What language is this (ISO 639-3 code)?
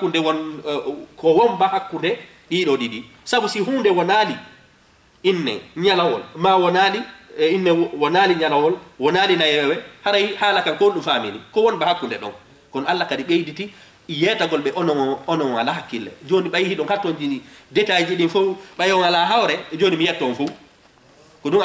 ful